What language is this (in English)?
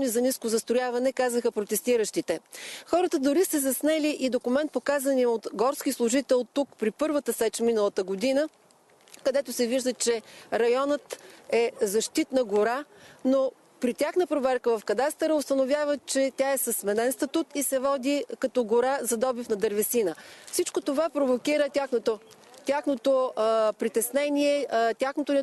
Bulgarian